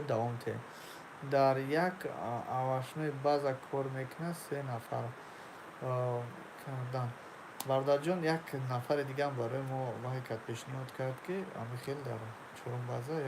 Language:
Tajik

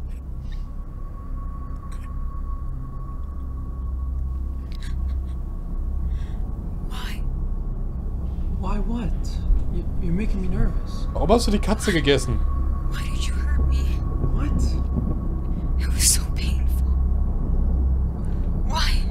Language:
German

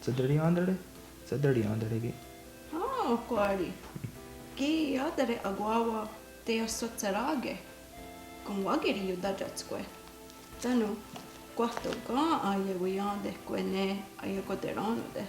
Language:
Mohawk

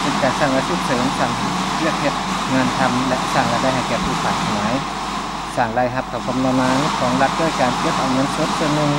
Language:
Lao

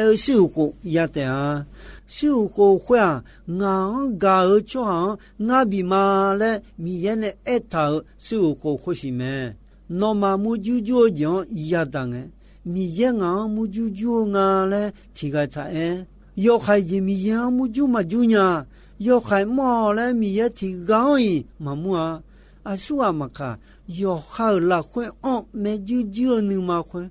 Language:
Akha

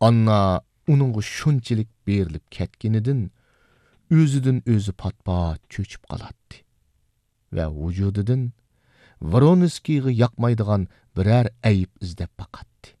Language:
Uyghur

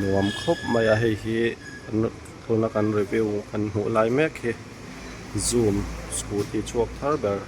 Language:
Mizo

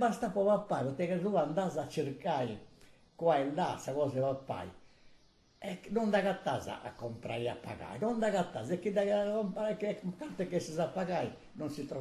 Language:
Sardinian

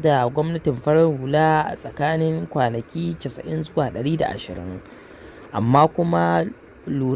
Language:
Hausa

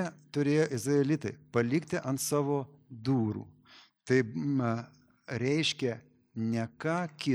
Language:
Lithuanian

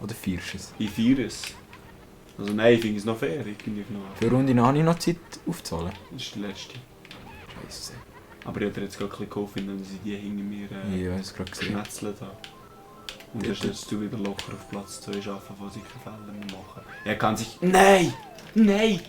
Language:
Swiss German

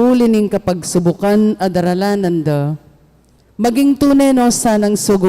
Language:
Pampanga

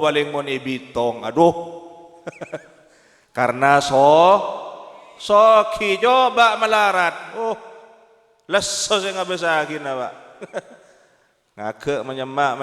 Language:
Madurese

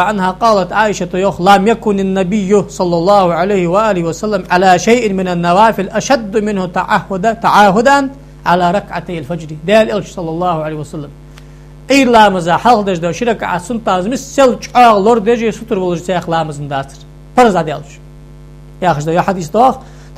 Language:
Ingush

